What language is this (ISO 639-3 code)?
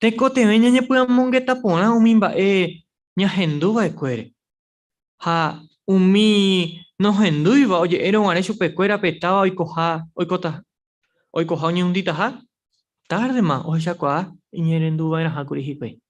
grn